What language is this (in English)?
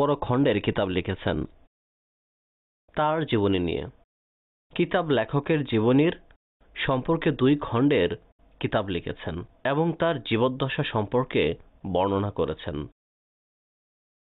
Bangla